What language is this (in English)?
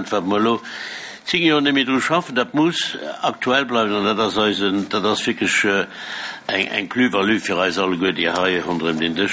Luxembourgish